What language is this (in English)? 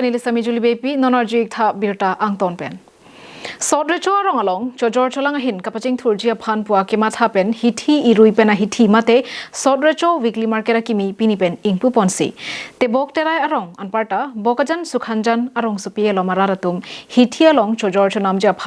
Karbi